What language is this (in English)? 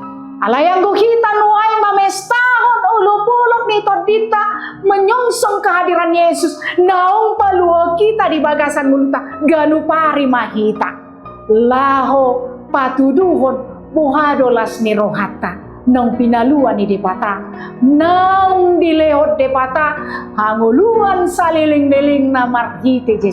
Batak Toba